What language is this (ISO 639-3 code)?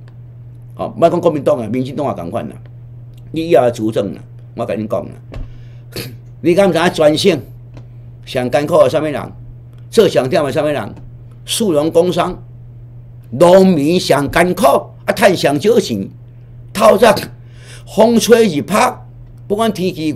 nan